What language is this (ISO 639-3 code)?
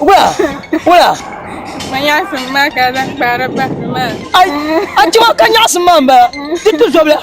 dag